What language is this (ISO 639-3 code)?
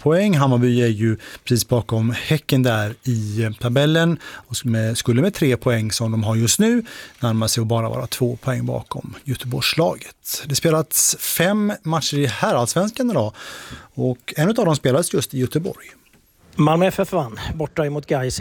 swe